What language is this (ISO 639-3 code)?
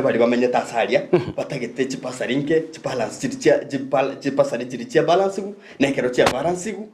guz